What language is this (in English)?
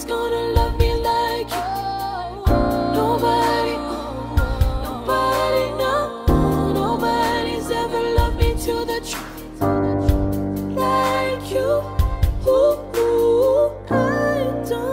English